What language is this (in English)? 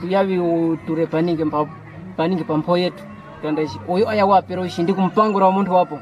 Kwangali